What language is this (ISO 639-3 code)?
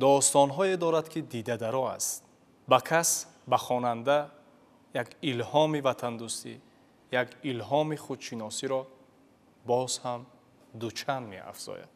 tgk